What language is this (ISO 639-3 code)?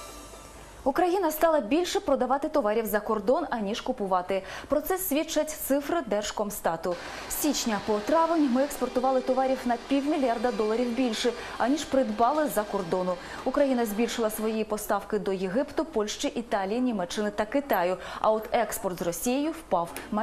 ukr